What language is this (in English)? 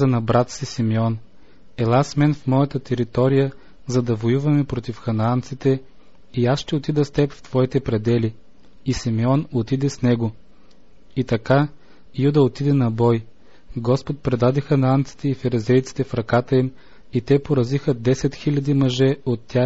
Bulgarian